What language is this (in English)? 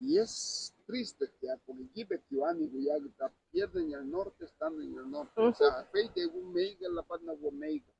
Garifuna